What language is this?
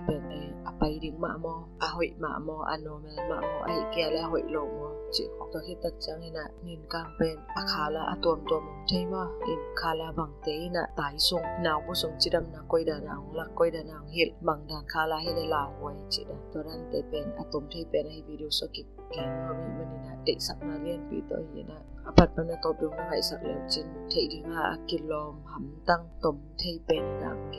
Tedim Chin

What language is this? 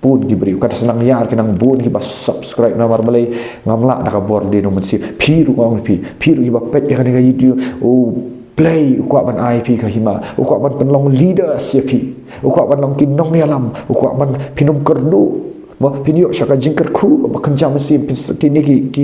Khasi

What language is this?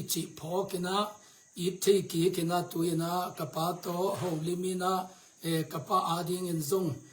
Tedim Chin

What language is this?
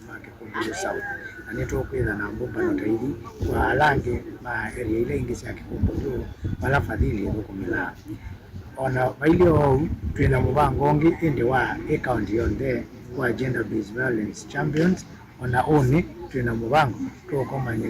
Kamba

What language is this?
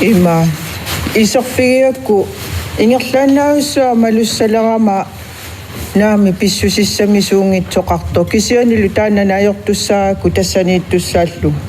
Kalaallisut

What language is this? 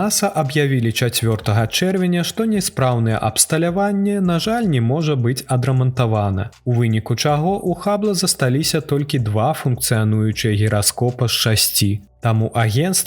Belarusian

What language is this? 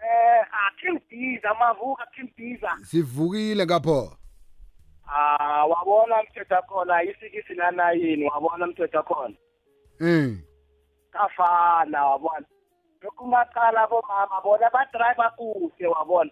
South Ndebele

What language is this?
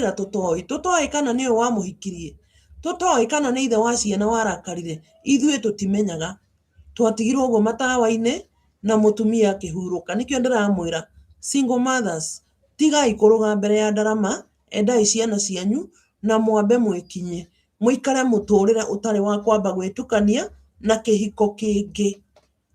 Kikuyu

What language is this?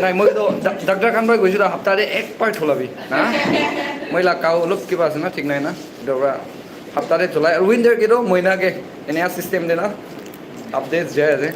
Naga Pidgin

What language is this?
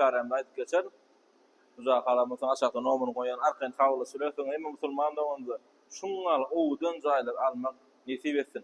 Turkmen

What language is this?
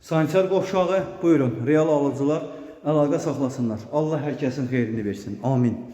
Azerbaijani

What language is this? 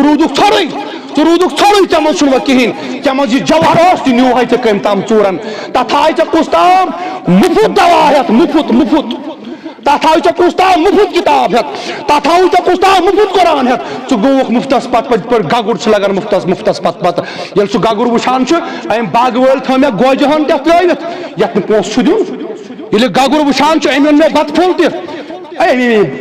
Kashmiri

